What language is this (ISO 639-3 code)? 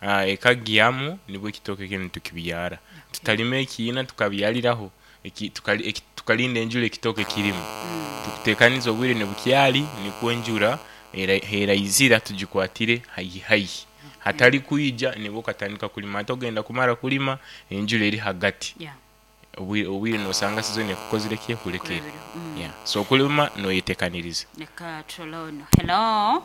nyo